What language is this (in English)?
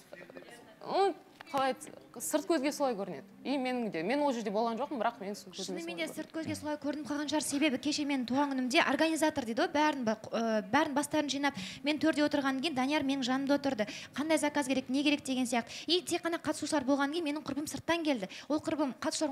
Kazakh